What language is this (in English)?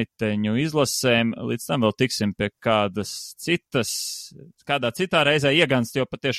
Latvian